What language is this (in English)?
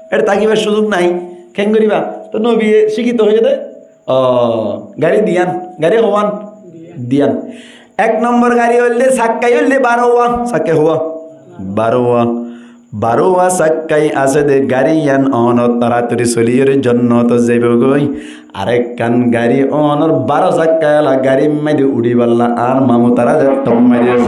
Rohingya